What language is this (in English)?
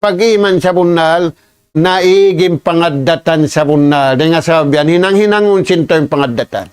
Tausug